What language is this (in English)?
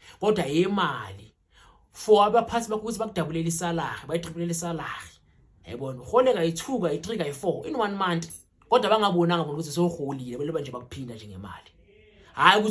Zulu